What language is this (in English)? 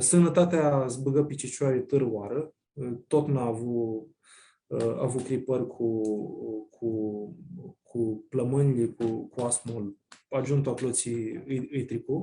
Aromanian